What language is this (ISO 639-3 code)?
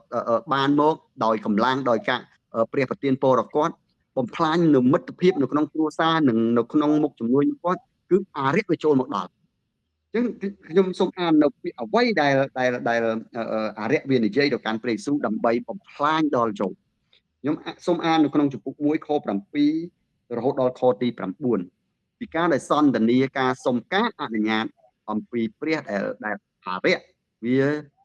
khm